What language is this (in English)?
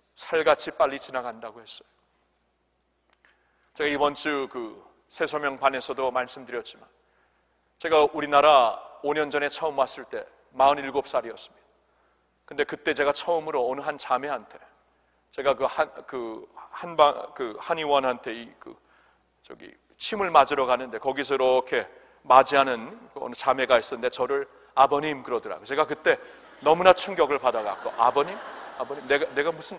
Korean